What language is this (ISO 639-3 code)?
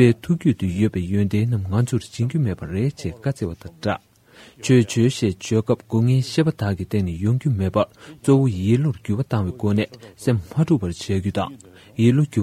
bod